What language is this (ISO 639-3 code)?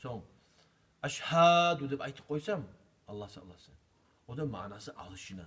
kum